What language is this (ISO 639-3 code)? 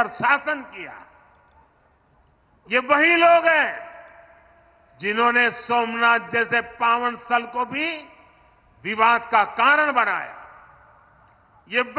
hin